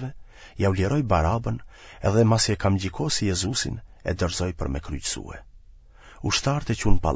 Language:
Albanian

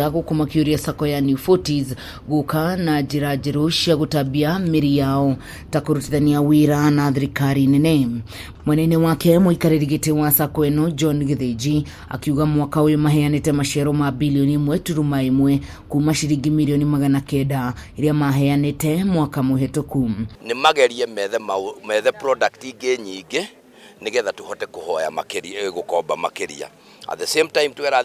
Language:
Kikuyu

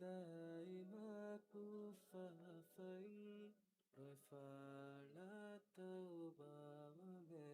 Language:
Divehi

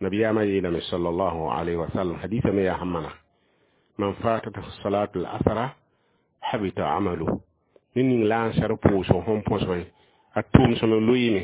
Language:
Mossi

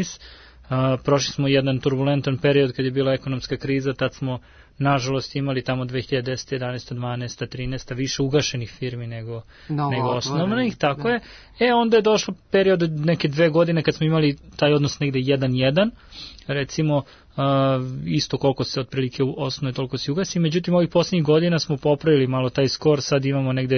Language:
Serbian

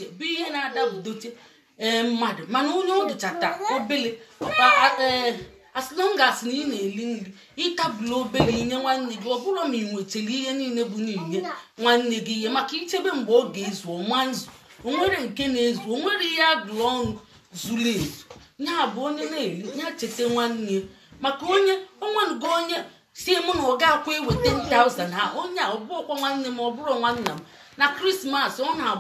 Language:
Igbo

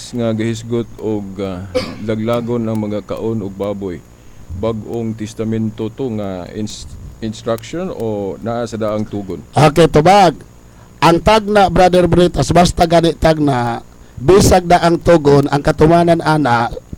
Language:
Cebuano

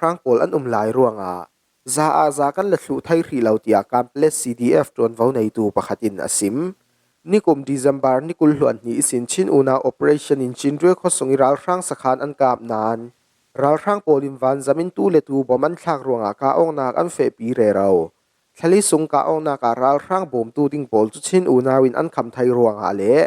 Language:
Falam Chin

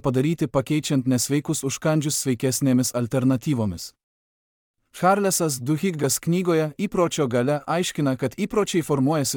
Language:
Lithuanian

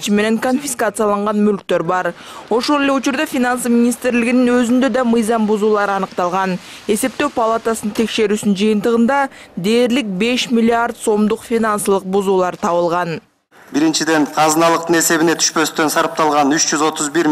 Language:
Kyrgyz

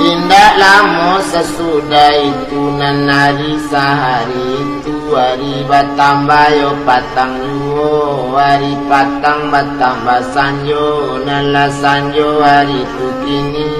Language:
Minangkabau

